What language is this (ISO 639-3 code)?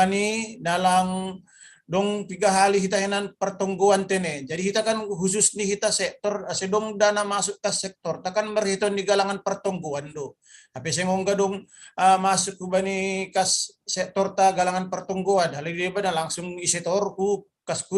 bts